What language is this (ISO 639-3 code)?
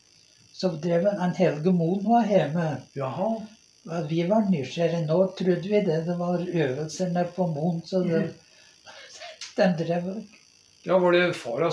nor